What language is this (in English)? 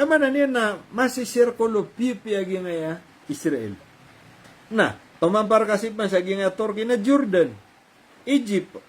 Maranao